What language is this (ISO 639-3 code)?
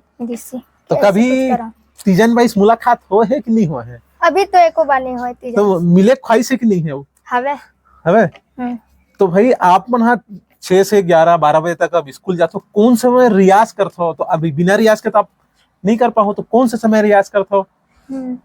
hne